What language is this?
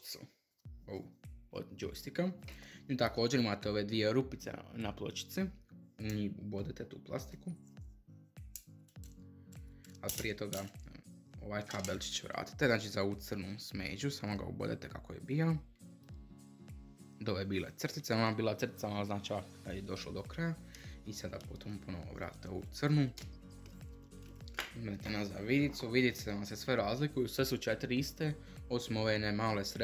Croatian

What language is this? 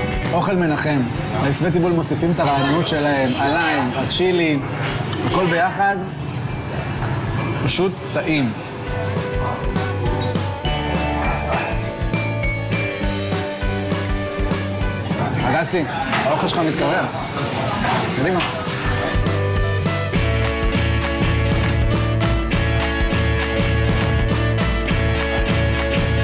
Hebrew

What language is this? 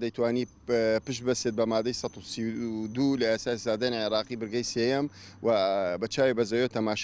Central Kurdish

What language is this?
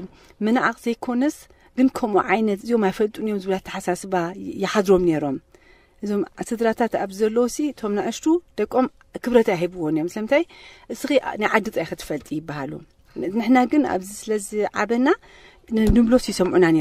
Tigrinya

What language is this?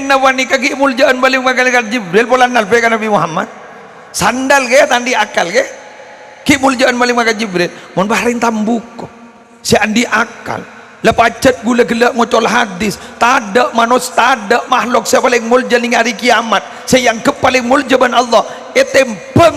Madurese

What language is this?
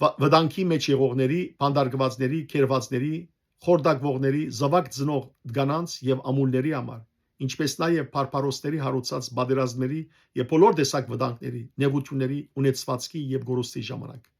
Western Armenian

